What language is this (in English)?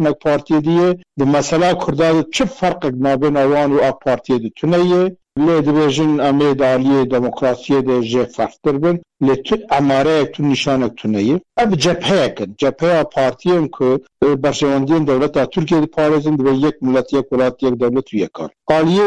Kurdish